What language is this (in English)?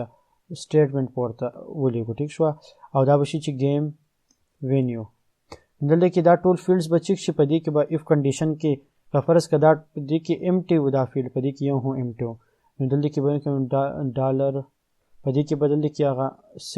Pashto